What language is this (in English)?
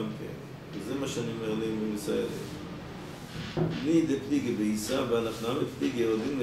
Hebrew